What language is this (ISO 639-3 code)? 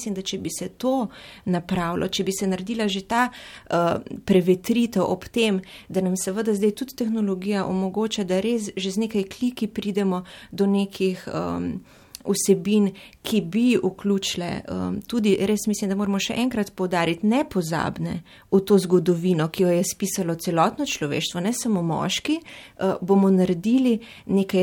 slv